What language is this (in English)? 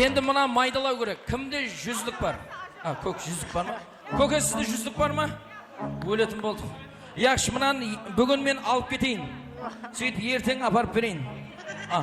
Kara-Kalpak